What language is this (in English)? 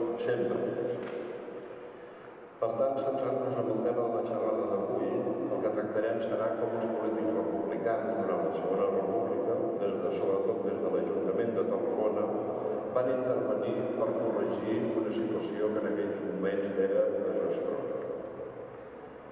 Catalan